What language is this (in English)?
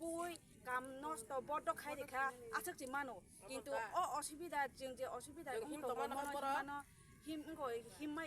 Kok Borok